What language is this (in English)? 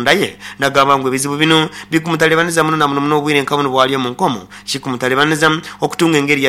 Nyoro